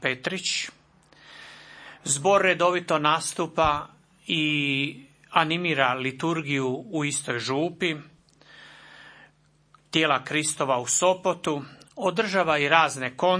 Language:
Croatian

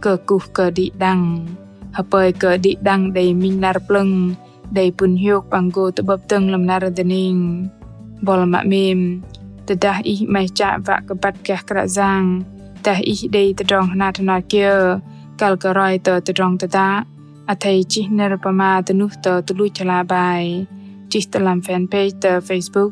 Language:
Bahnar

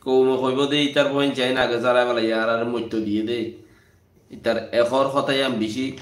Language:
Rohingya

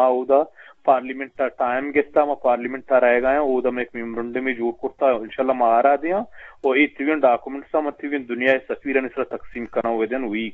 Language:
Eastern Balochi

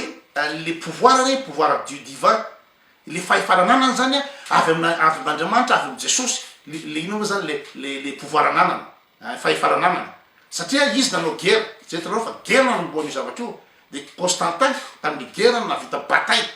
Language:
Malagasy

